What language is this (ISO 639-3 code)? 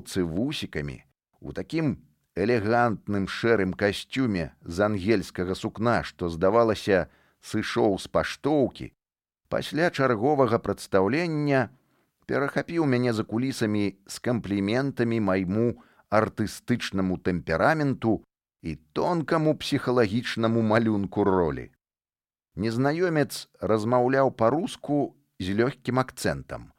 bel